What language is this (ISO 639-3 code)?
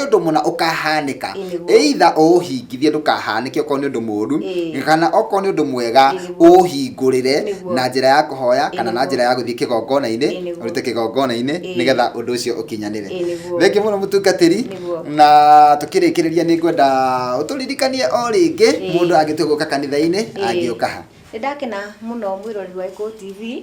kik